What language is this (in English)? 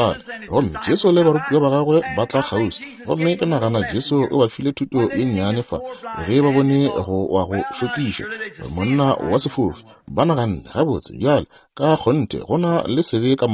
Northern Sotho